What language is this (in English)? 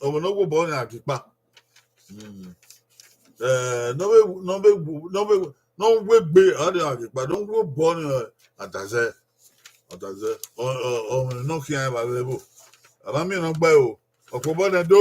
Bini